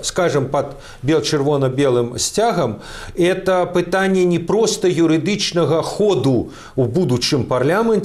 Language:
Belarusian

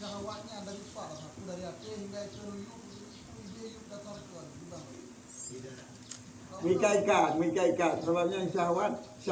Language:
Achinese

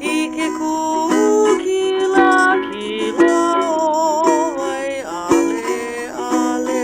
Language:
Hawaiian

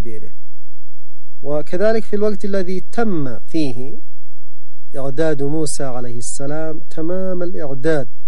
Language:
Arabic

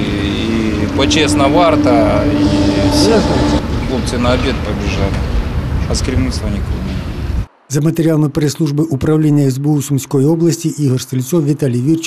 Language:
Ukrainian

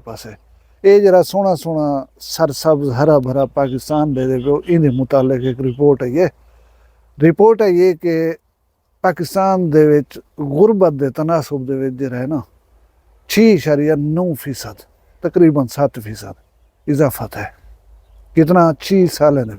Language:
Saraiki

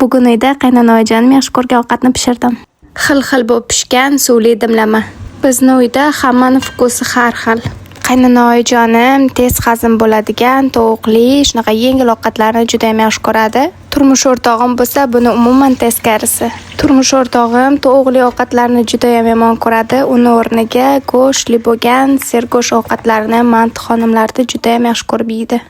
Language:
Uzbek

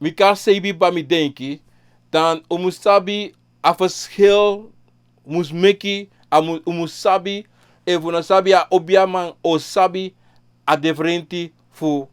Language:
Sranan Tongo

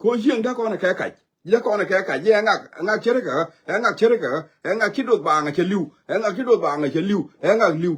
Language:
Nuer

